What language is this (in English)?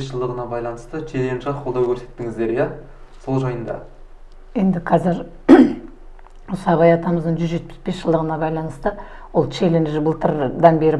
Kazakh